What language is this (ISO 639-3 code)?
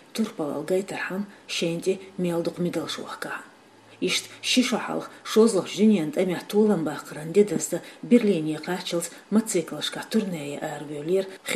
che